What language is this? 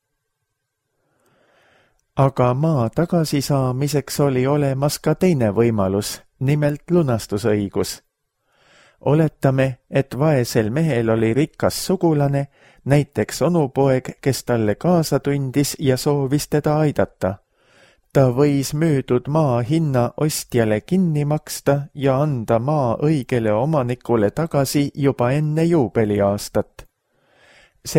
Estonian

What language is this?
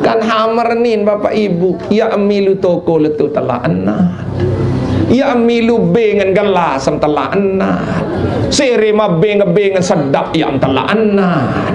Sasak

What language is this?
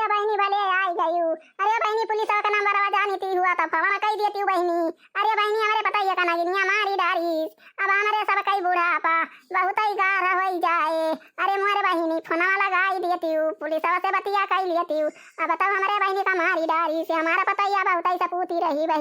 Awadhi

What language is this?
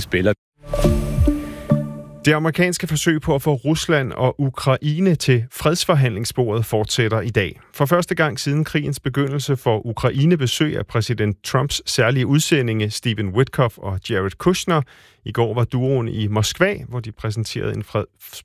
Danish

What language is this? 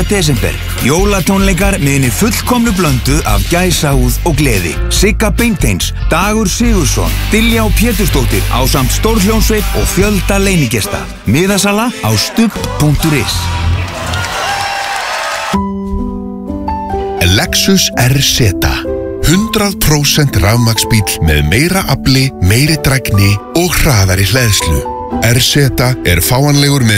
Icelandic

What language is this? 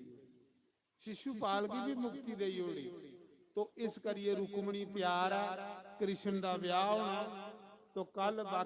Dogri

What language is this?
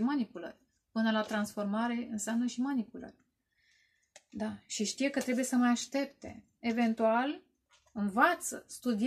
Romanian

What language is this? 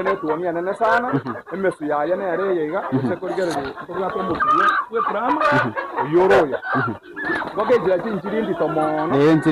Gusii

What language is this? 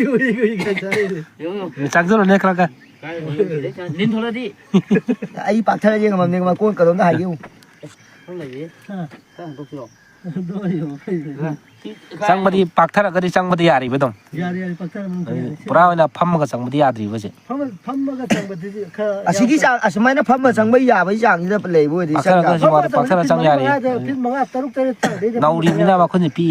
Manipuri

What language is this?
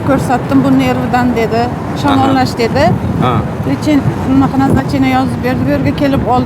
Uzbek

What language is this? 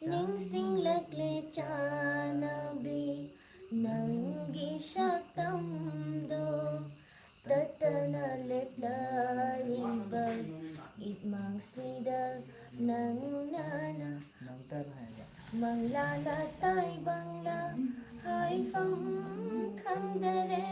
Manipuri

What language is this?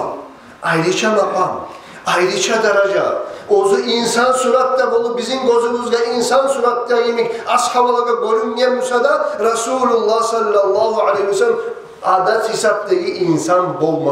Kumyk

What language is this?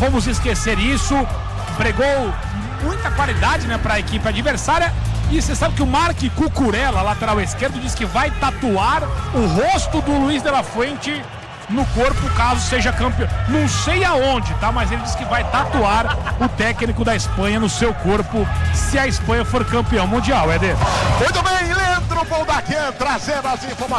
Portuguese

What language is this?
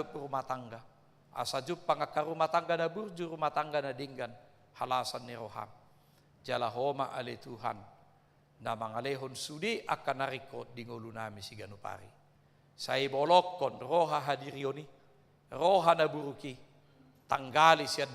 Batak Toba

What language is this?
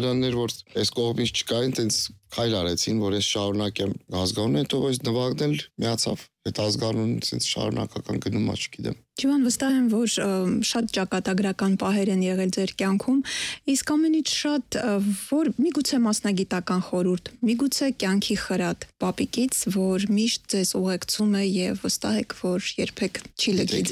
Armenian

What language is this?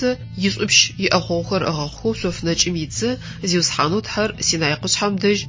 Adyghe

